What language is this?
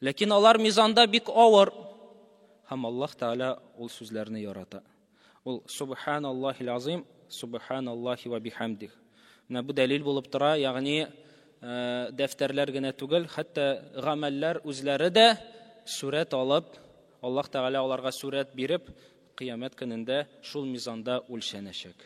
Tatar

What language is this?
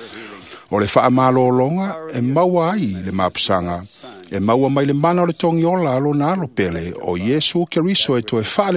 Samoan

